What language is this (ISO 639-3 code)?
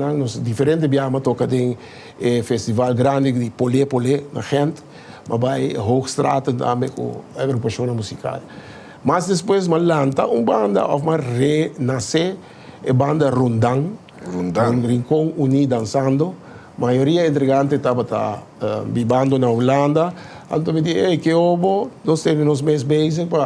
pap